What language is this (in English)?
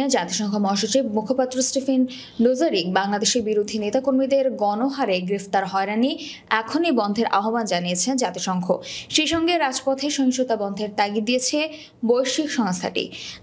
Bangla